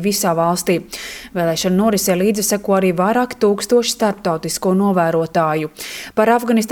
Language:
Latvian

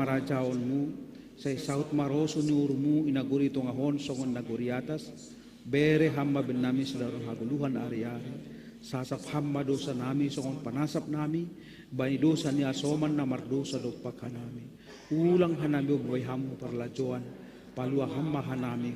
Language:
Batak Simalungun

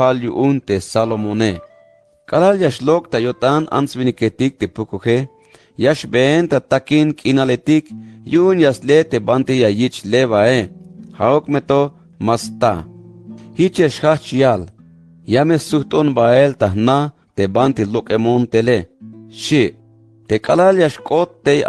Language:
Tzeltal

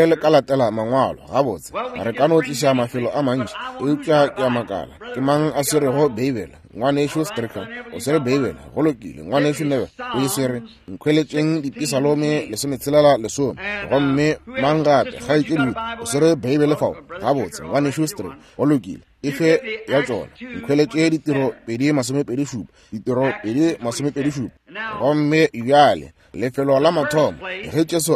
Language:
Northern Sotho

